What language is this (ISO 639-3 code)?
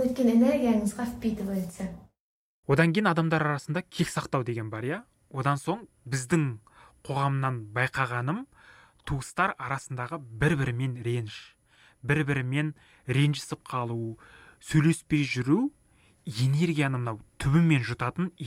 kaz